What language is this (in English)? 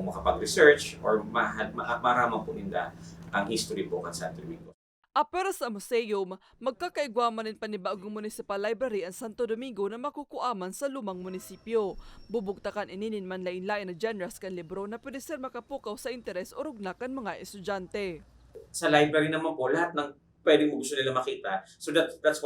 Bikol